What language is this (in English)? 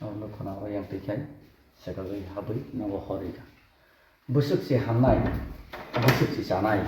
Kok Borok